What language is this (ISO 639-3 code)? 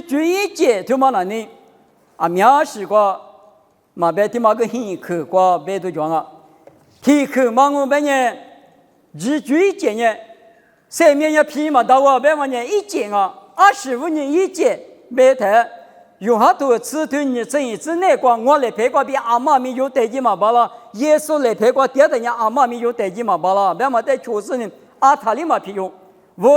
lis